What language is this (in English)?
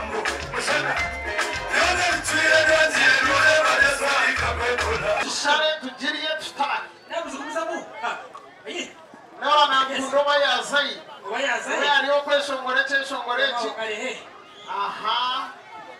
Nyankole